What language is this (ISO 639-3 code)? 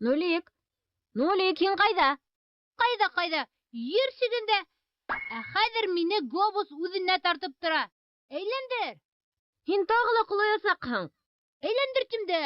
bak